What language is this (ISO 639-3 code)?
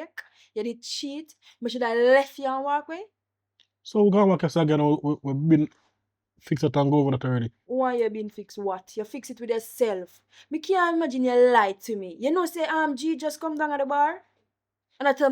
jam